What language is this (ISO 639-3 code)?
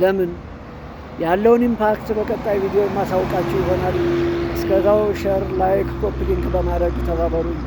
amh